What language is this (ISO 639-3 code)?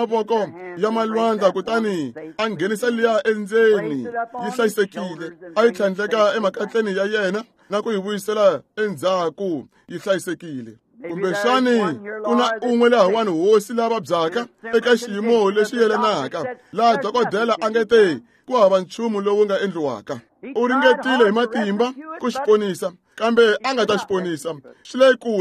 tso